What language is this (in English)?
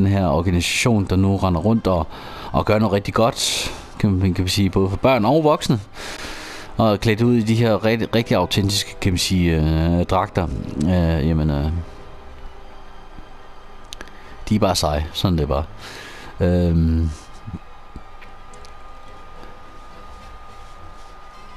Danish